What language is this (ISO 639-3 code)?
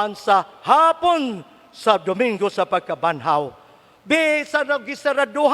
ceb